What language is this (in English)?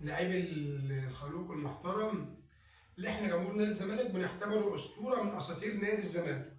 Egyptian Arabic